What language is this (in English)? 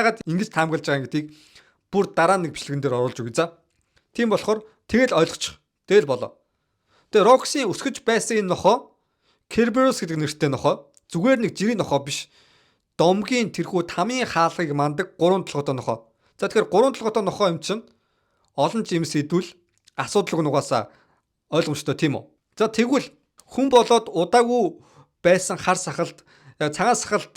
Mongolian